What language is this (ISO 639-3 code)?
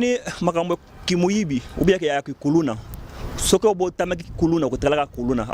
lin